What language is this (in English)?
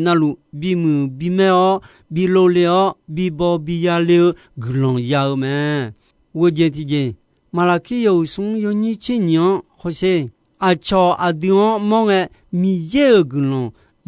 Akha